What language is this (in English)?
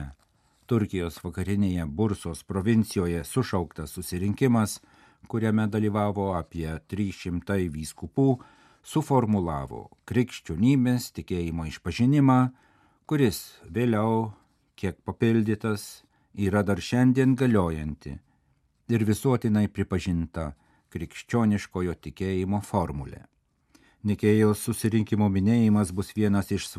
Lithuanian